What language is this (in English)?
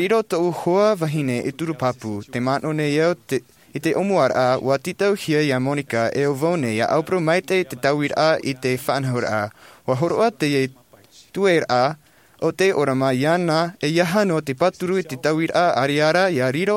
Tahitian